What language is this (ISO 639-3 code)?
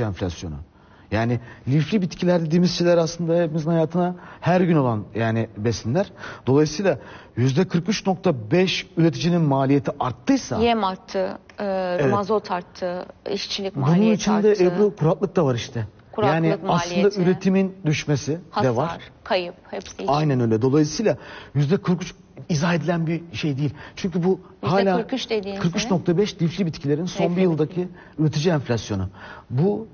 tur